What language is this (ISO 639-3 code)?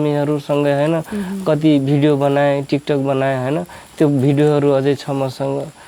nep